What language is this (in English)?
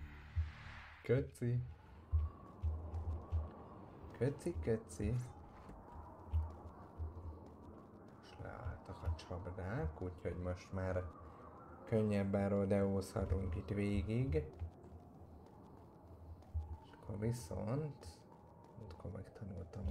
Hungarian